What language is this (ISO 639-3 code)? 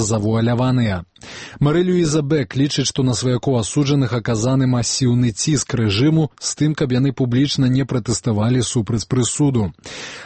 bel